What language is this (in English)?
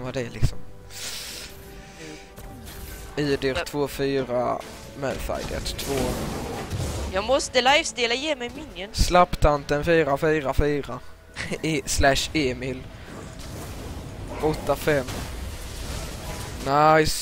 Swedish